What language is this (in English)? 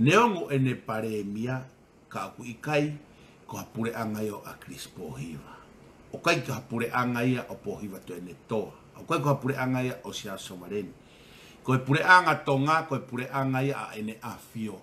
Tongan